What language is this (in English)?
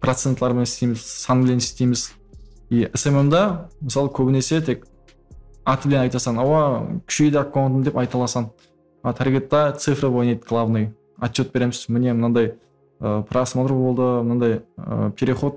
Kara-Kalpak